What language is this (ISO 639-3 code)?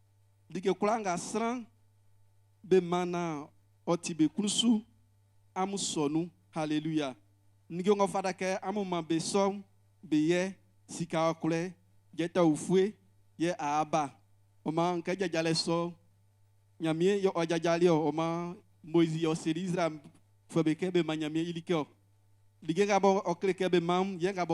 bci